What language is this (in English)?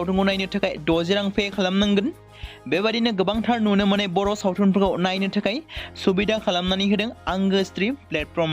Bodo